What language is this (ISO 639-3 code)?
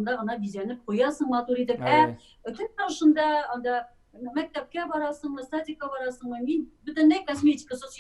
tat